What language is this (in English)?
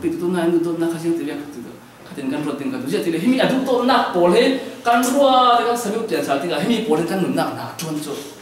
Falam Chin